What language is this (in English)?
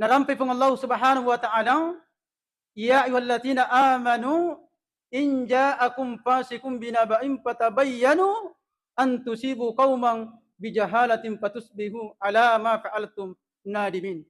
Buginese